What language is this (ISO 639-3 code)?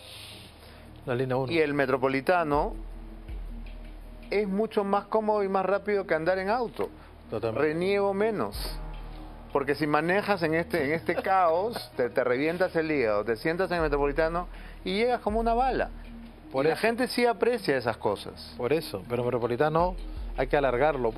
spa